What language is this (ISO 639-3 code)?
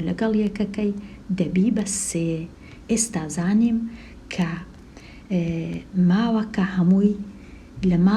ckb